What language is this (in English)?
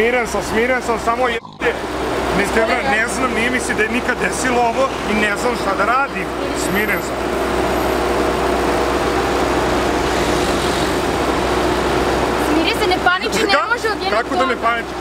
Serbian